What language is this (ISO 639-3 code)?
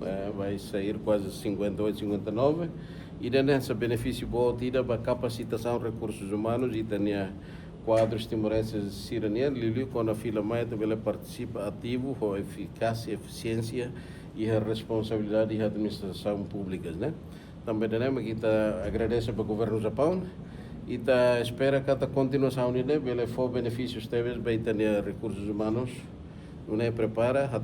tet